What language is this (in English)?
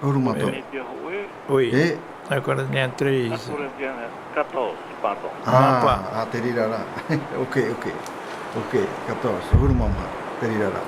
Tahitian